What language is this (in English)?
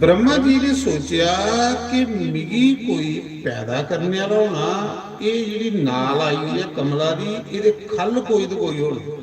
Dogri